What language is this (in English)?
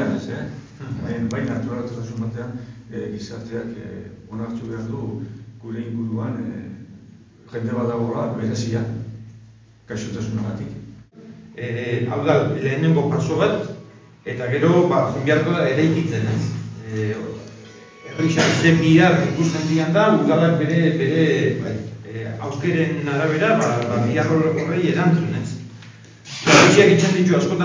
Basque